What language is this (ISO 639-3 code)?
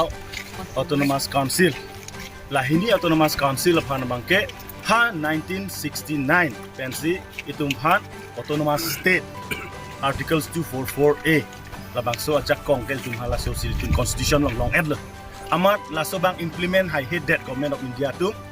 mjw